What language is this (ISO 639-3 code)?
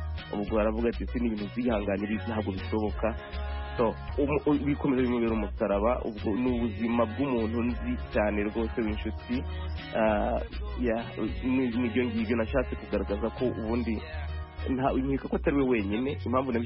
kin